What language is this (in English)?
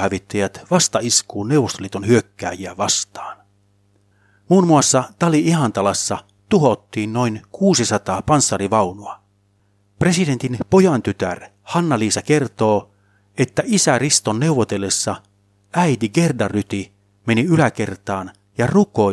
Finnish